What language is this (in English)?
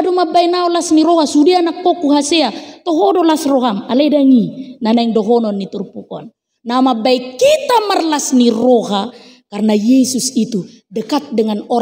Batak Toba